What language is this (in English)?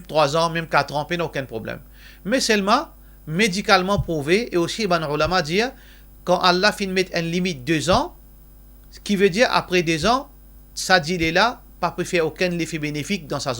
Morisyen